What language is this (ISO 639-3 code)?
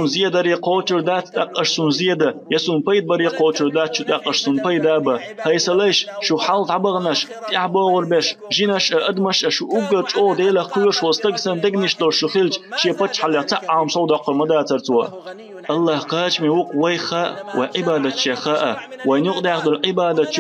che